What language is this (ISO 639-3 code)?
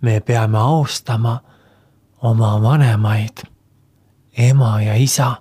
est